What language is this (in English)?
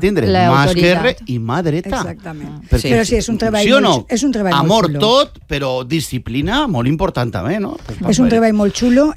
Catalan